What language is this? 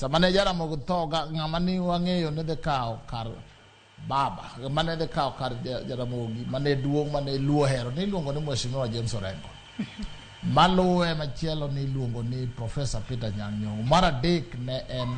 Luo (Kenya and Tanzania)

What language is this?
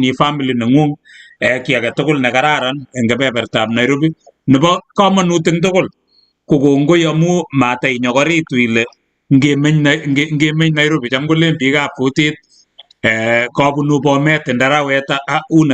Kalenjin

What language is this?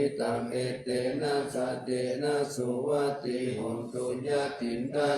Pali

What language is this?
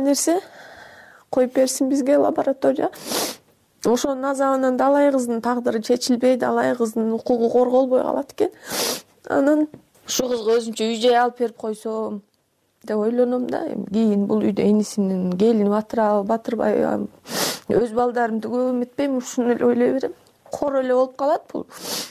Kyrgyz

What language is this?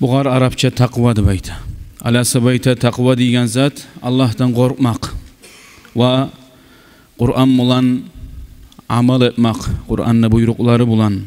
Kumyk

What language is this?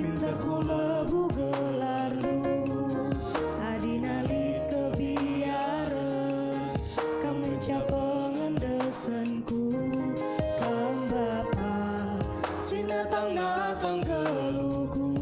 Batak Karo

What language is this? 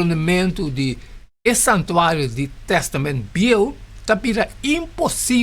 Papiamento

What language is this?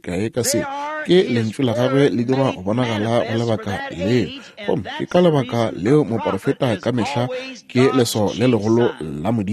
Northern Sotho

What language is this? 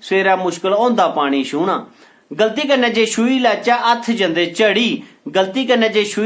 Dogri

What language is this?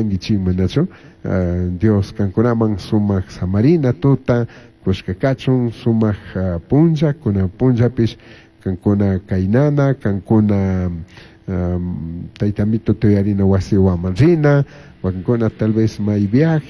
Chimborazo Highland Quichua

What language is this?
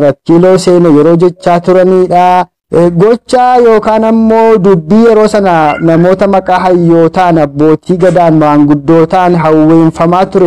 Oromo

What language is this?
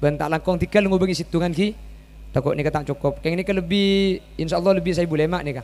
Madurese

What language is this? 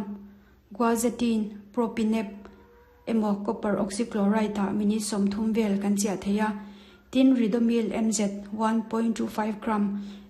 Mizo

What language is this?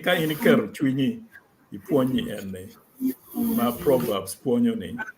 Acoli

